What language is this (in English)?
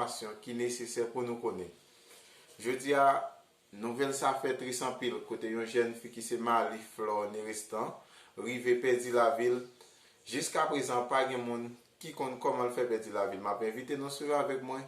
Haitian Creole